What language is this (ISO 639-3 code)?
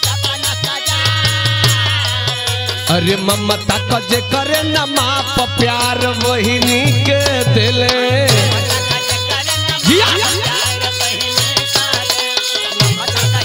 bho